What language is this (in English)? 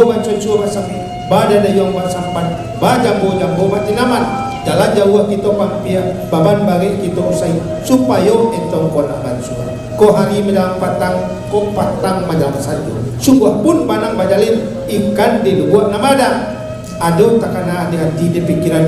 Minangkabau